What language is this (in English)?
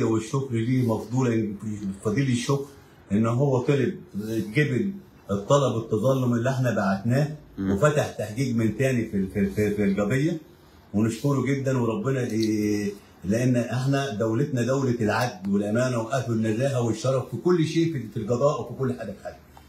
Egyptian Arabic